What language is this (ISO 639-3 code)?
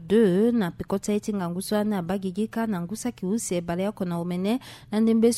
sag